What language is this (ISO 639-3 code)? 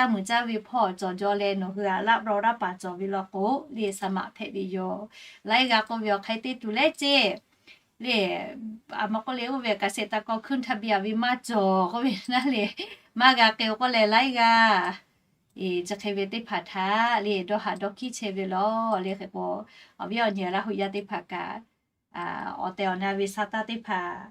lhu